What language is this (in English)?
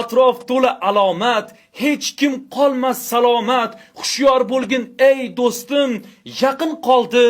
Uzbek